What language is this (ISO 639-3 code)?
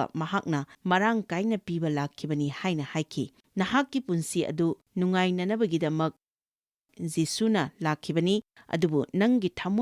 mni